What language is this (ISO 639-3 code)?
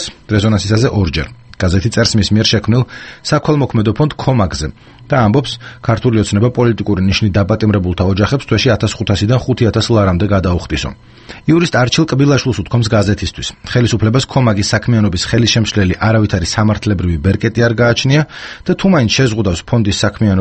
kat